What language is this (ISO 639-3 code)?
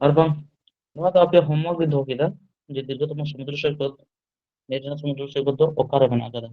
sat